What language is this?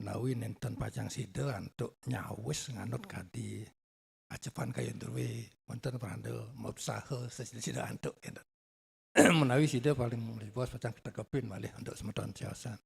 Balinese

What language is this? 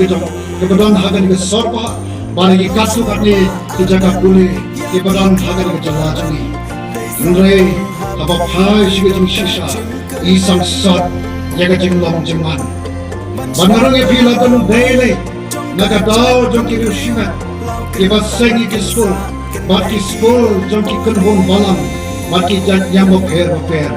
Khasi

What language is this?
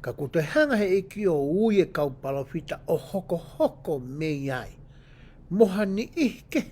Tongan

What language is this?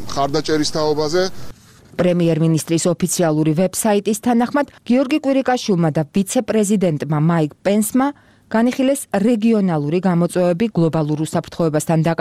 Georgian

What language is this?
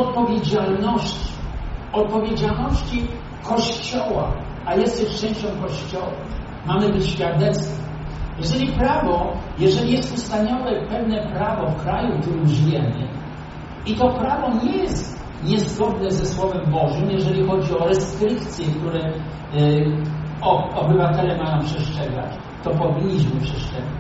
Polish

